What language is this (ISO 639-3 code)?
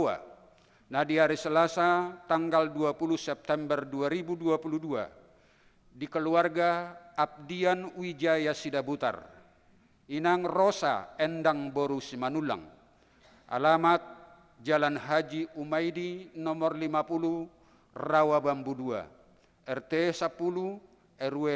bbc